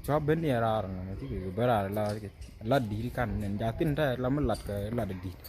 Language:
Nuer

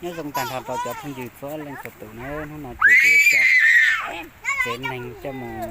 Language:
Hmong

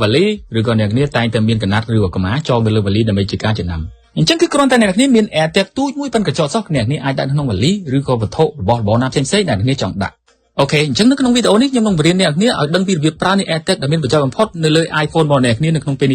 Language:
Khmer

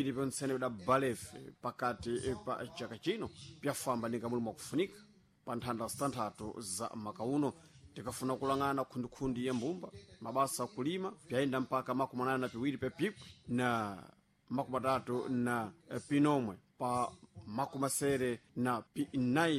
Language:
Sena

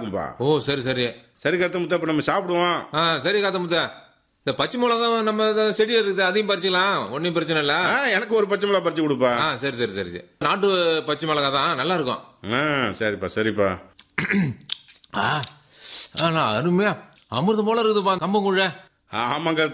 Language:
Tamil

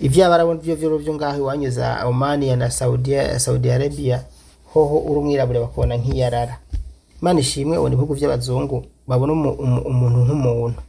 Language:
Rundi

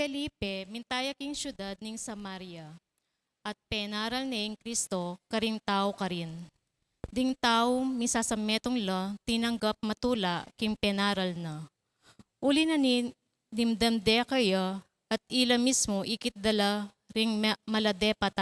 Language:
Pampanga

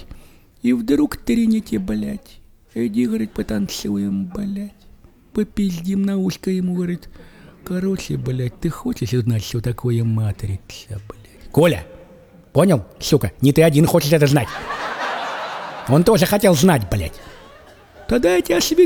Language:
Russian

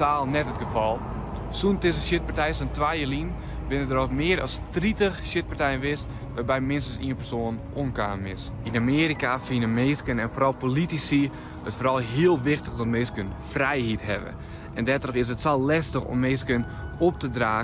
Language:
Western Frisian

